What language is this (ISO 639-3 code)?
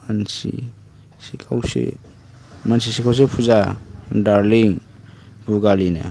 brx